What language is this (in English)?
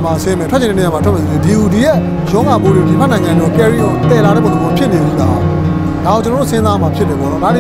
Burmese